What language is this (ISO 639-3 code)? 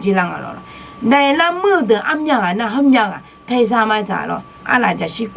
ahk